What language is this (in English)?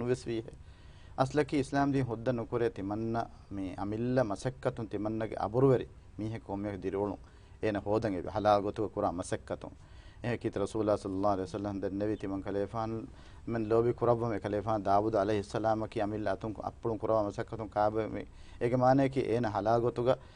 Divehi